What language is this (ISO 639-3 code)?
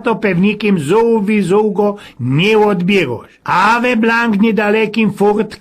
szl